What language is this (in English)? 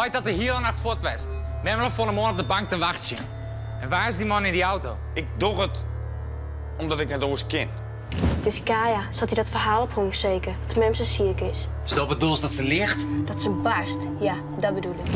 Western Frisian